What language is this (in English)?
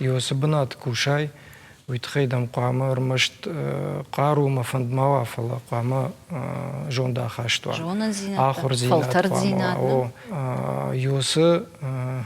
Ossetic